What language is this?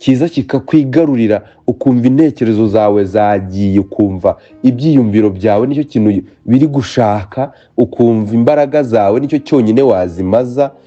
Kinyarwanda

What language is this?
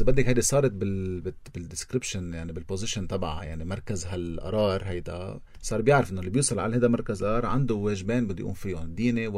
North Levantine Arabic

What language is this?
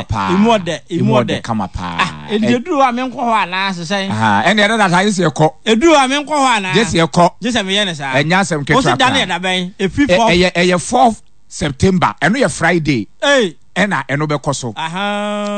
Akan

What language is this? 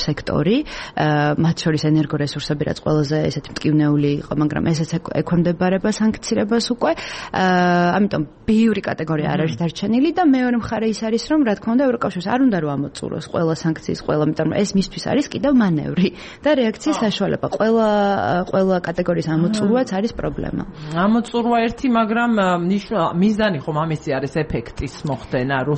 Georgian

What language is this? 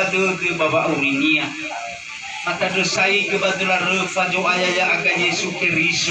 Nias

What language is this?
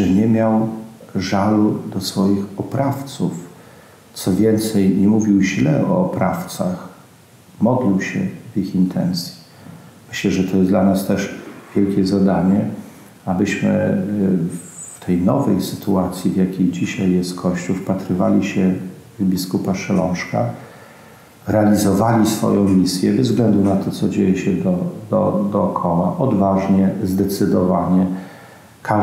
Polish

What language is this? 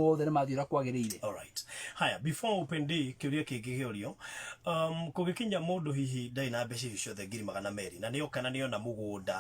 Kikuyu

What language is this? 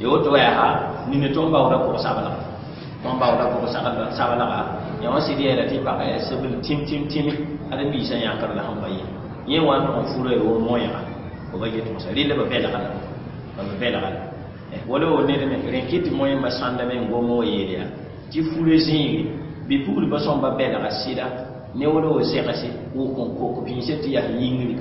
Mossi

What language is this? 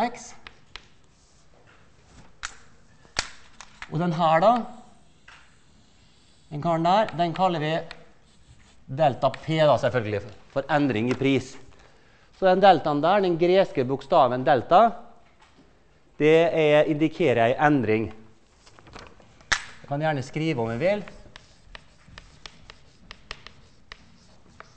Norwegian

